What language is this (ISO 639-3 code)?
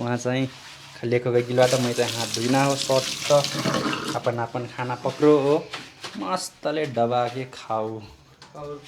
nep